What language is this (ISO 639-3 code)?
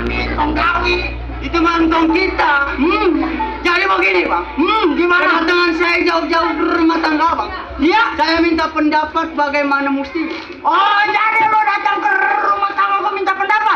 bew